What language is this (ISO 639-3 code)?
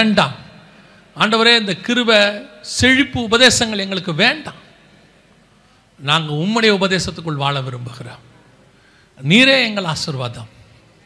tam